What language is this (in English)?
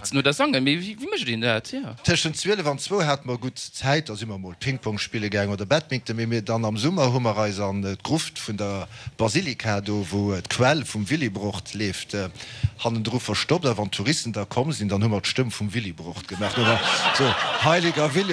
Luxembourgish